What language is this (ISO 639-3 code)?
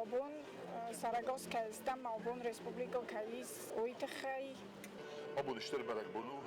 oss